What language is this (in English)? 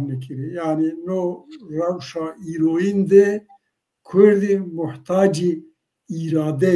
Zaza